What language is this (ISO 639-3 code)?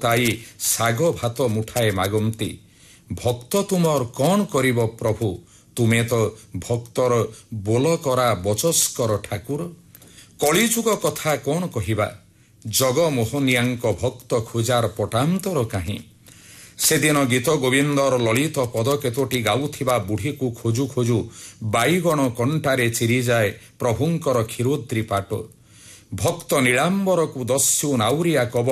ori